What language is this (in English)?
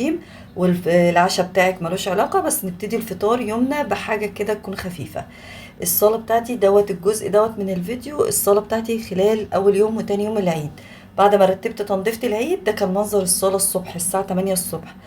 Egyptian Arabic